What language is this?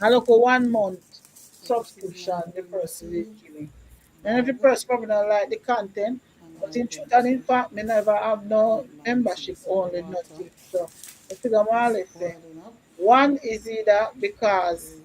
Jamaican Creole English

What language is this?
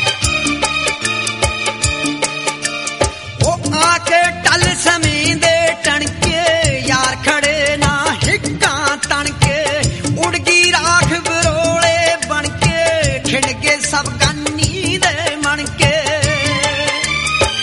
Punjabi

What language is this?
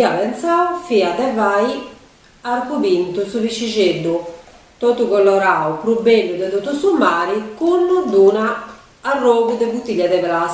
Sardinian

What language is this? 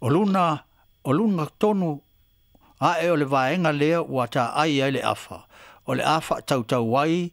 Samoan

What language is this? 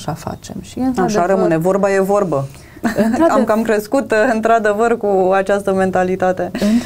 Romanian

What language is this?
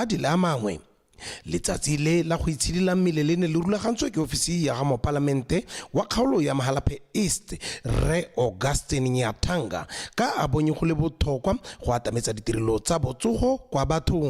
Tswana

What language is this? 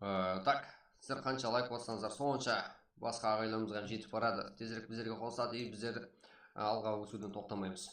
Kara-Kalpak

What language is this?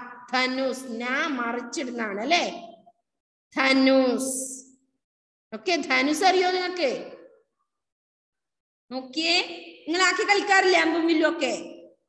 Malayalam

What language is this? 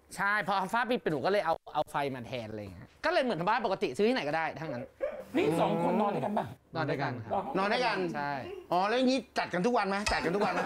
Thai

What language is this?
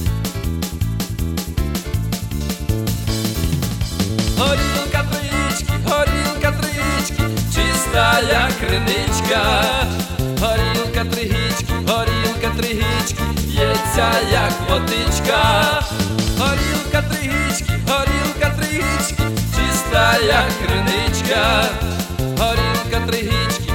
Ukrainian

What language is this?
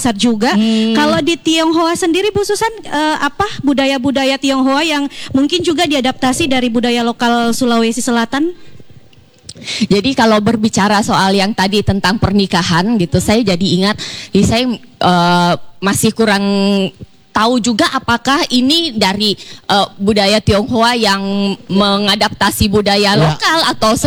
Indonesian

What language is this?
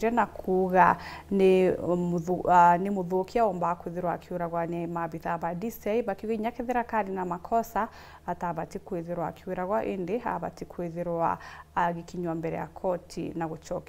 Meru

